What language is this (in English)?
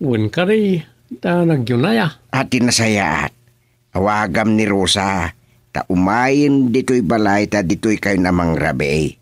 Iloko